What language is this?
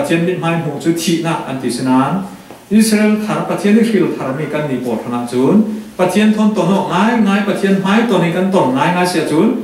Falam Chin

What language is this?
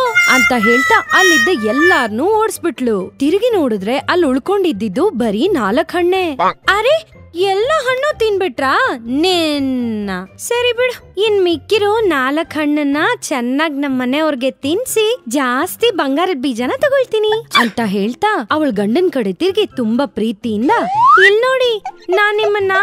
Kannada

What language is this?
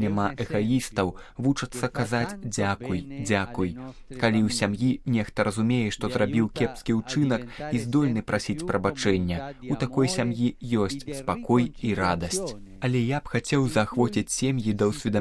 Belarusian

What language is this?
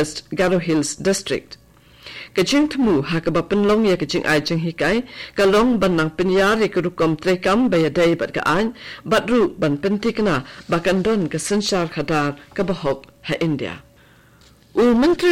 Khasi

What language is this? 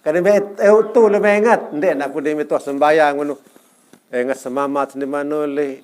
Sasak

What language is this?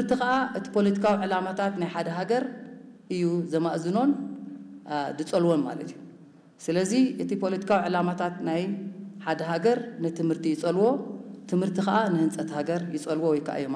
Tigrinya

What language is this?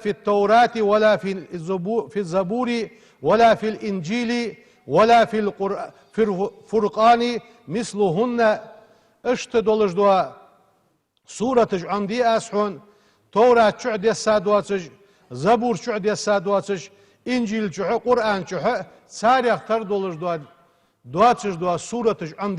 Ingush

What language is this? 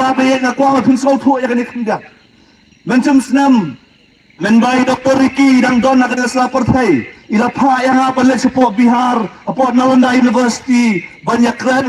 Khasi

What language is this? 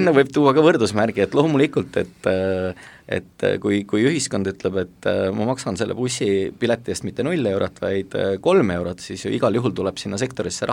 Estonian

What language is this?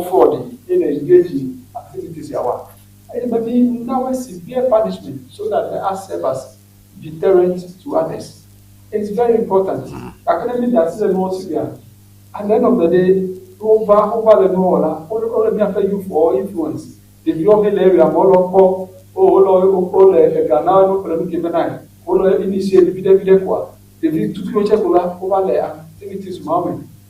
Ewe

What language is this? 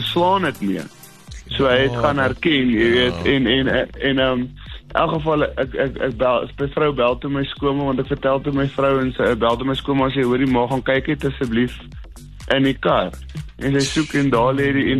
Afrikaans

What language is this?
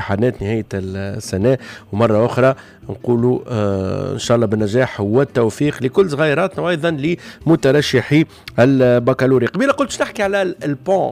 Tunisian Arabic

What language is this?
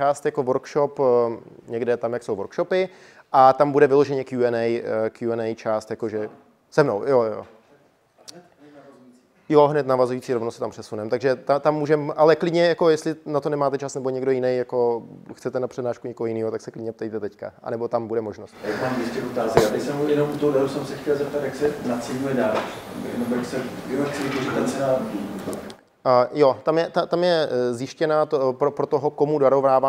Czech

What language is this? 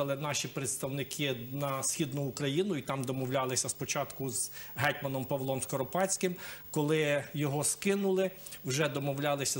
Ukrainian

